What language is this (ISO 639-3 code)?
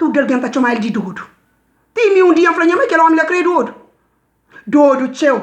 kea